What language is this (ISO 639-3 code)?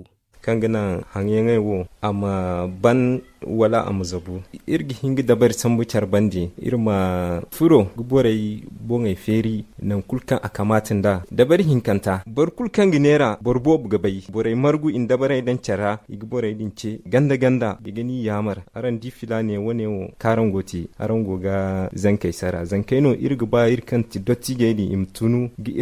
dje